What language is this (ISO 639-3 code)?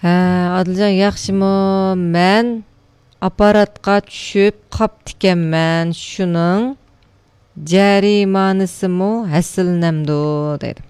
uig